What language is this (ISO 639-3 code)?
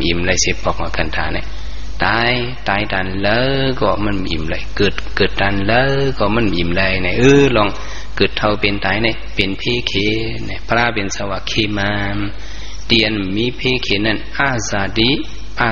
shn